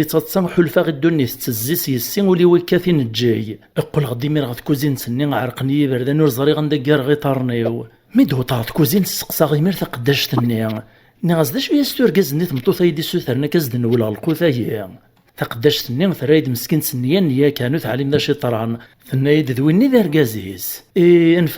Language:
Kabyle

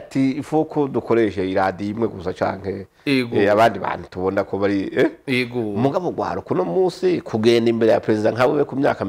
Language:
Rundi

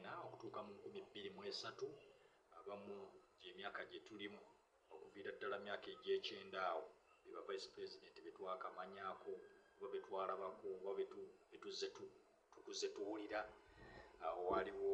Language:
Ganda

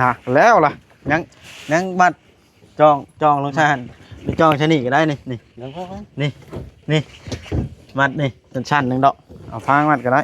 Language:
Northeastern Thai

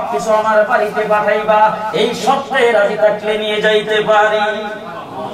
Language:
Bangla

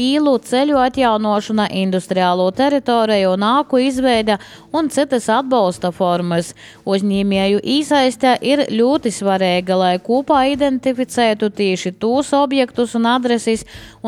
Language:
Latvian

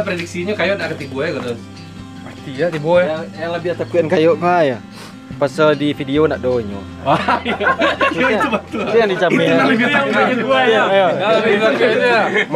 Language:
Minangkabau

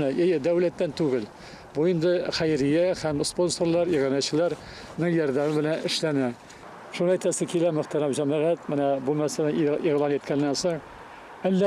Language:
Tatar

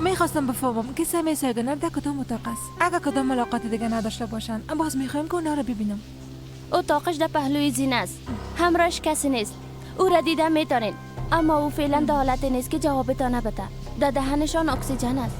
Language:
Persian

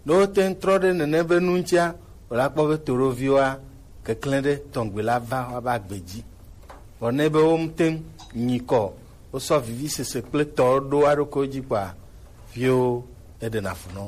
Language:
Gen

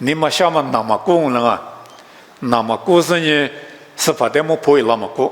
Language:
Lisu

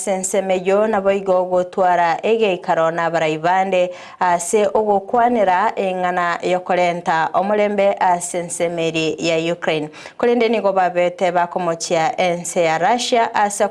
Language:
Gusii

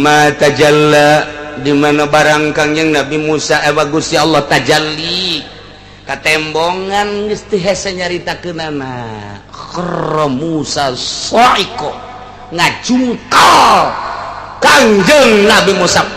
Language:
Sundanese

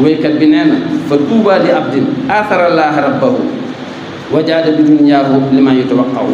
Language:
Wolof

